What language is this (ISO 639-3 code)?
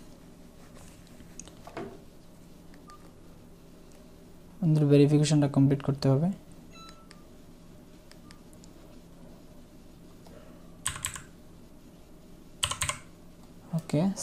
ben